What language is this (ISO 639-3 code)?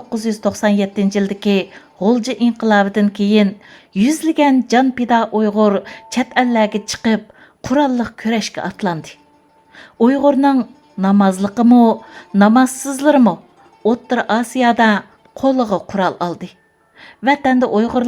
uig